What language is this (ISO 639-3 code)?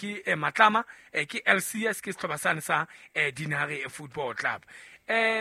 sot